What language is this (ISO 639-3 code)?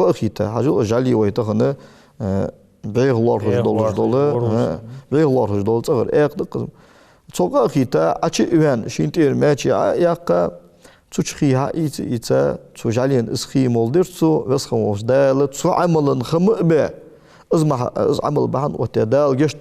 inh